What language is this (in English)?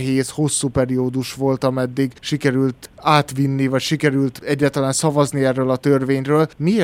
Hungarian